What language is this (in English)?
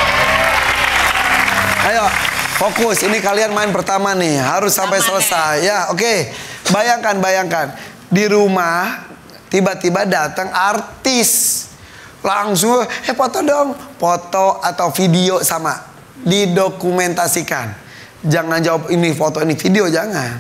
Indonesian